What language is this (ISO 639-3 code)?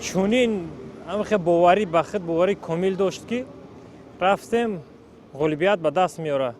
tgk